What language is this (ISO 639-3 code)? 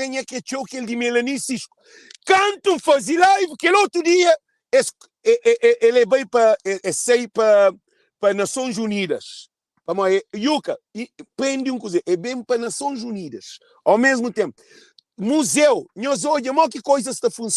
kea